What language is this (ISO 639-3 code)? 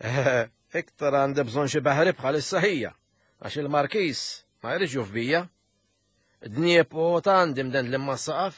mlt